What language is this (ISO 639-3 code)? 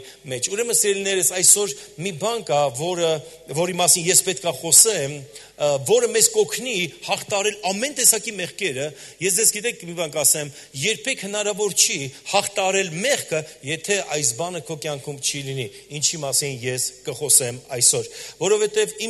hye